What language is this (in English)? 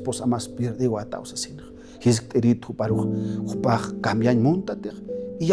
Aymara